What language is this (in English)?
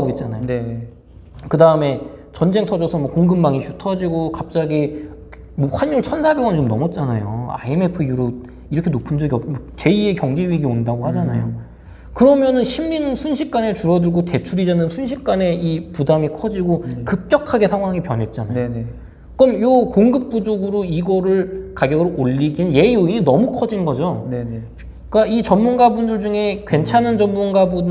Korean